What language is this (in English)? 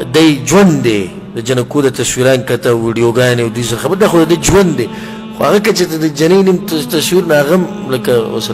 Pashto